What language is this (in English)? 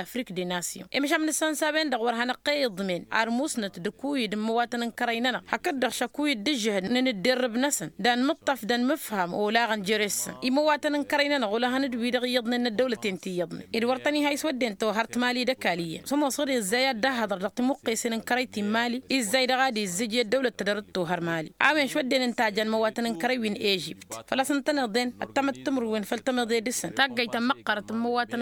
Tamasheq